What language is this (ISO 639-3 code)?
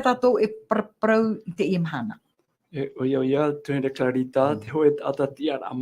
tah